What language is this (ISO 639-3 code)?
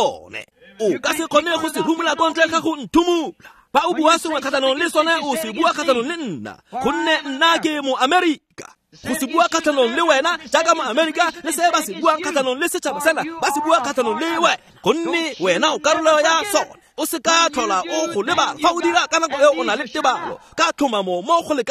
tsn